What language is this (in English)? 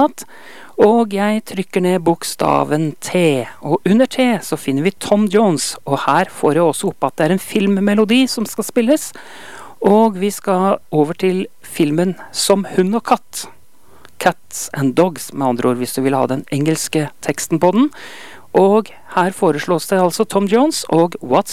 Norwegian